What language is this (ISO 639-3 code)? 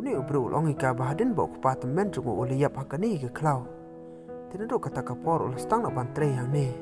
kha